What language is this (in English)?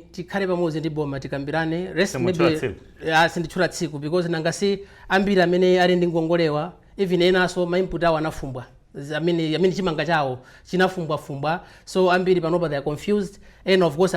Nyanja